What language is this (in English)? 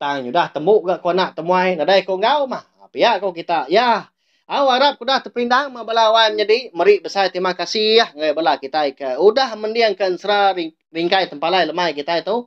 Iban